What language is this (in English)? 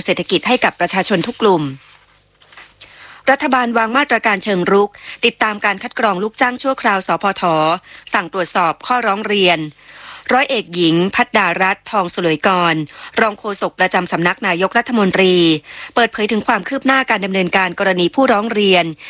Thai